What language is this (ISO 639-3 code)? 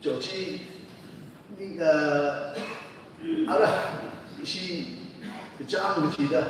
nmf